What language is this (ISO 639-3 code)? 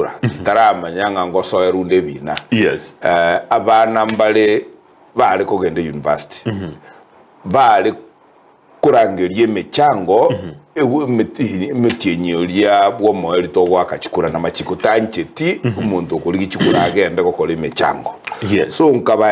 guz